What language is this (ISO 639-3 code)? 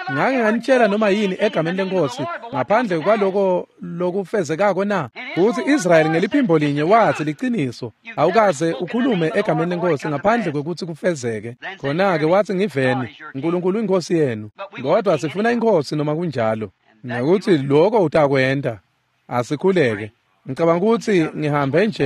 ssw